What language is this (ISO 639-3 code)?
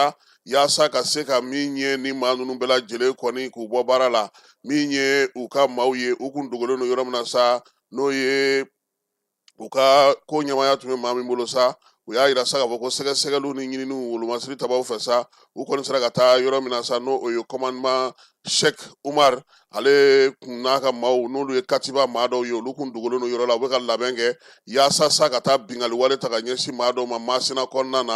bam